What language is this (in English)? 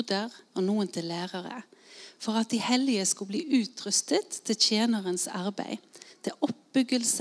Norwegian